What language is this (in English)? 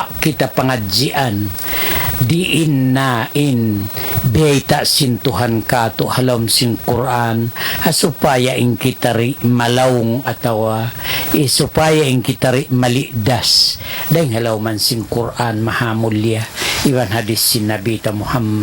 Tausug